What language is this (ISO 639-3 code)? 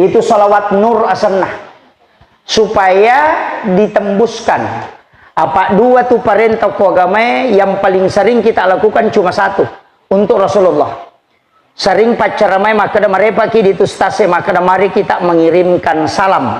bug